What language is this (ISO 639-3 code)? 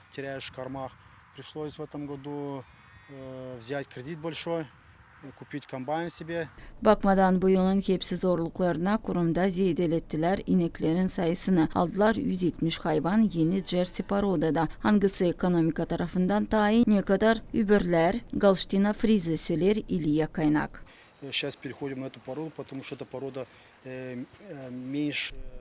gag